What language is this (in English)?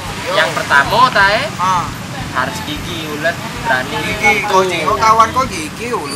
Musi